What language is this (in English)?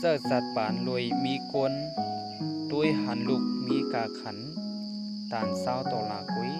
Shan